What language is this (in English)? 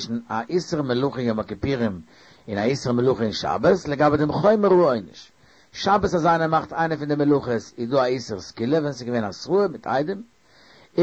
Yiddish